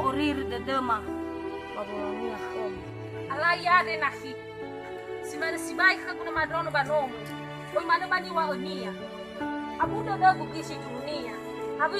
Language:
Nias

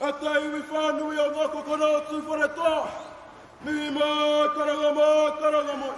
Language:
Māori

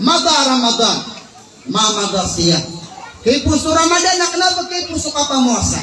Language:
Maranao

